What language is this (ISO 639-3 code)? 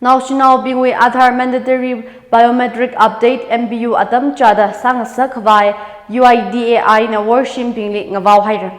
nmf